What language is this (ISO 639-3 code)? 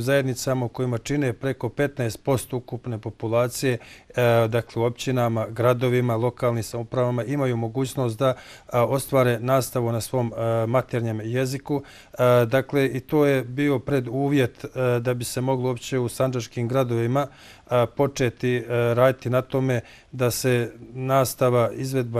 bos